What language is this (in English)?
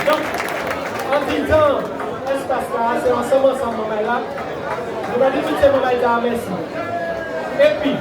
Guadeloupean Creole French